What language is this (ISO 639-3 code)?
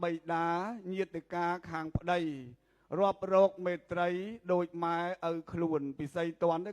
khm